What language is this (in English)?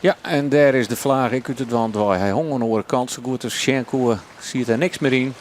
Western Frisian